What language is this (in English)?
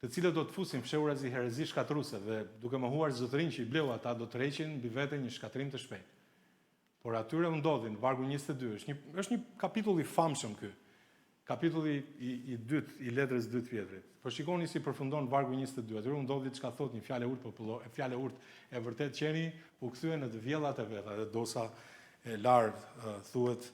Albanian